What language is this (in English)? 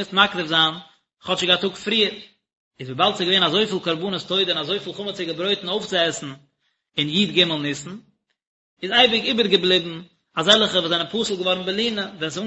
Yiddish